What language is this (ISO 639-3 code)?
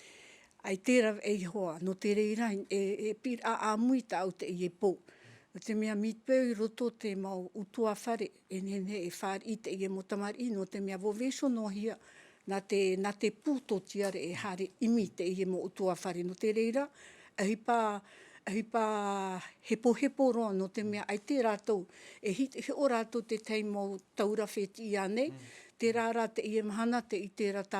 tah